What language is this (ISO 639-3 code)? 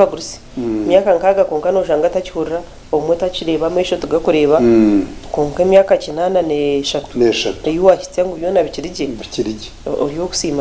nyn